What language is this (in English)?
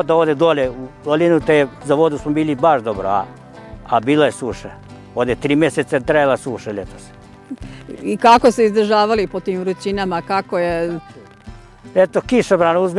Serbian